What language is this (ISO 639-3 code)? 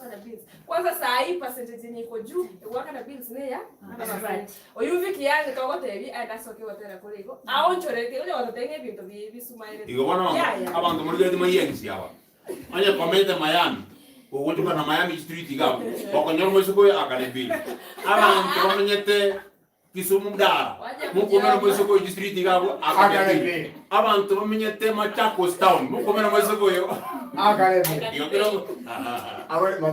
guz